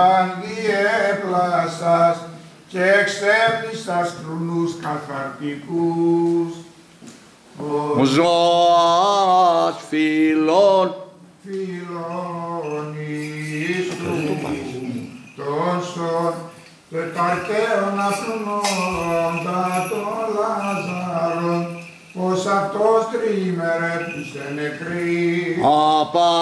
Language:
Greek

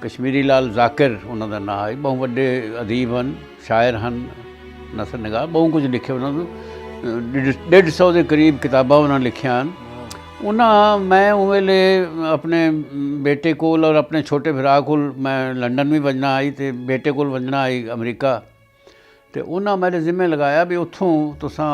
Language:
Saraiki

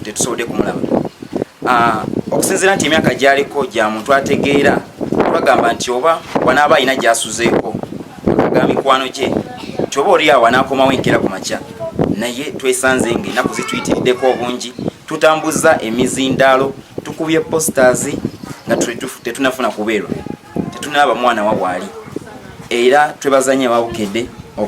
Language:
Ganda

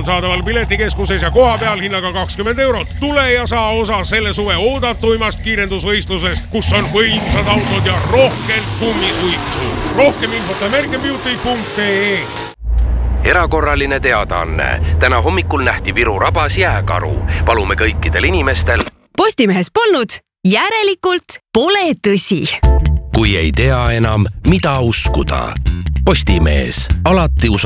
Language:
Estonian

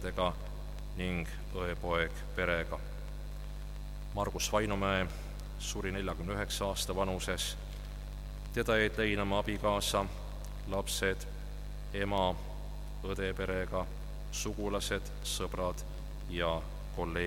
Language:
Estonian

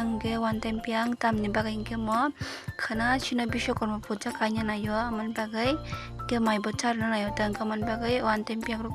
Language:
Kok Borok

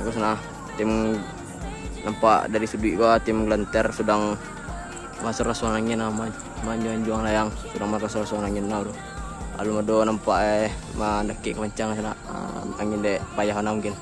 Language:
Minangkabau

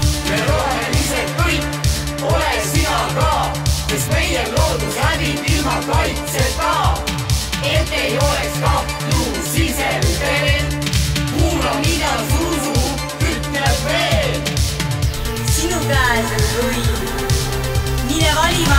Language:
Estonian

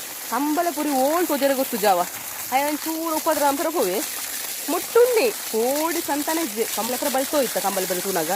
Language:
Tulu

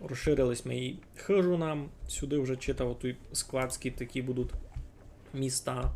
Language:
Rusyn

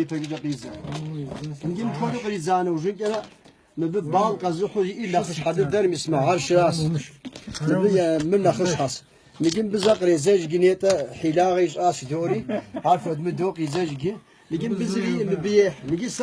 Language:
Kabardian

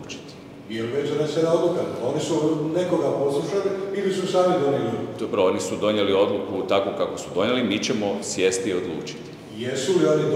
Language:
Croatian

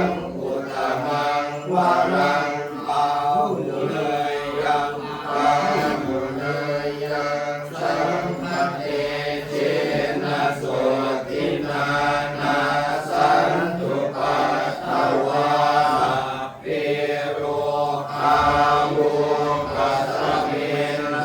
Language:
Pali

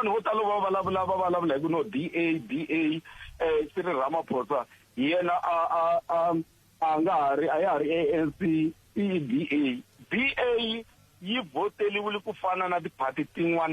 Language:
Tsonga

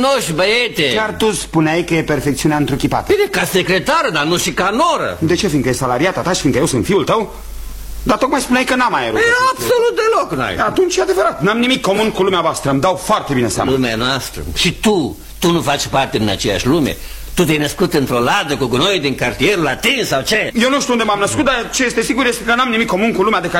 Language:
Romanian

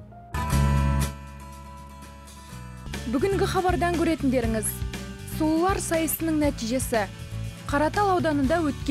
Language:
Kazakh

